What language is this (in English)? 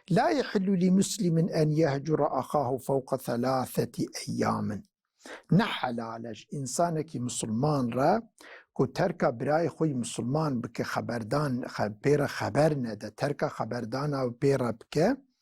Kurdish